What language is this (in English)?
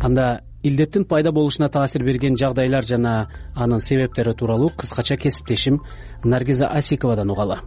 Kyrgyz